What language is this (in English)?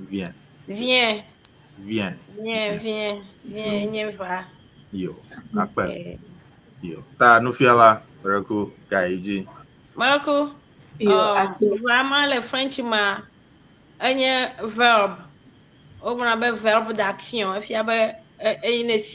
Ewe